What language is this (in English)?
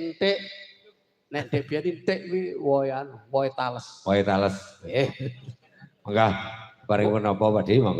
Javanese